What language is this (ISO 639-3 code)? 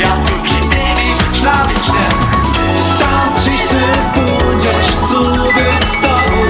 hsb